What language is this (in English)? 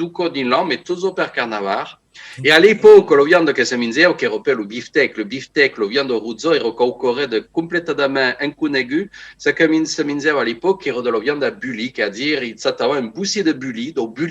Occitan